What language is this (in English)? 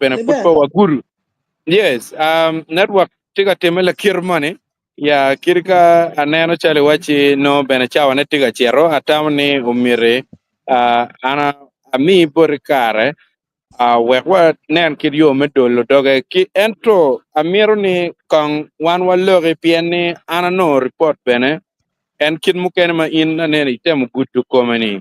Acoli